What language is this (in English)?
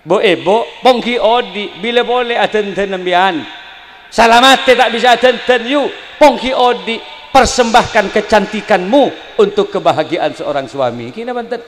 Madurese